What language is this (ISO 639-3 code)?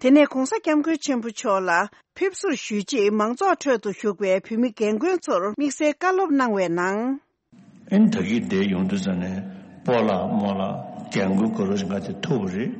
bod